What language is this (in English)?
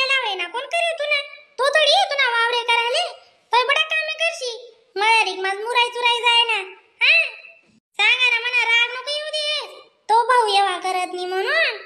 Khandesi